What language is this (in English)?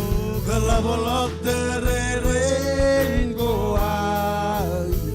Marshallese